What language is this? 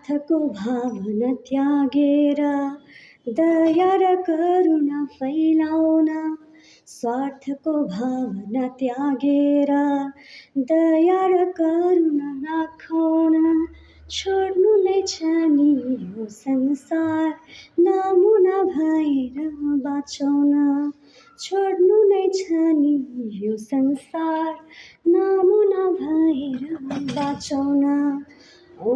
Nepali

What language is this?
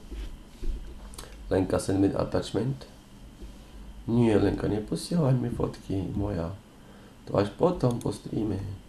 Slovak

